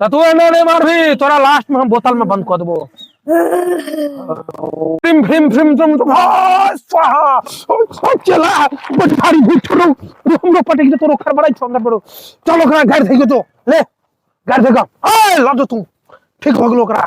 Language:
Maithili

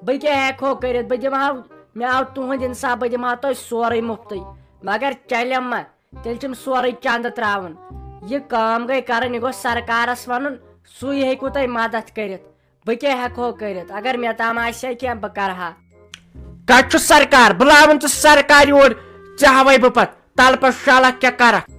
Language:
Kashmiri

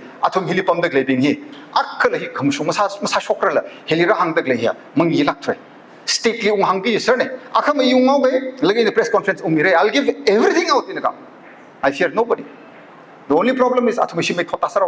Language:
Tangkhul Naga (India)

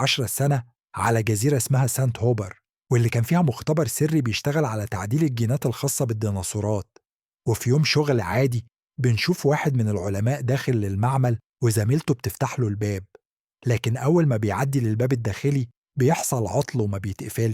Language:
Egyptian Arabic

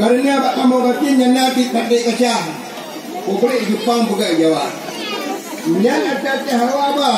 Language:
Achinese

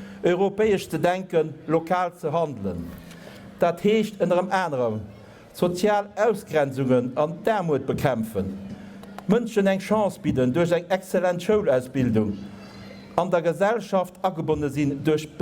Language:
Luxembourgish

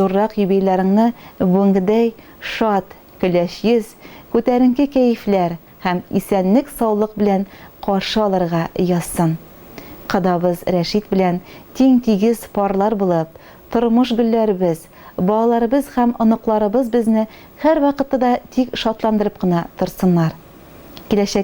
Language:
Tatar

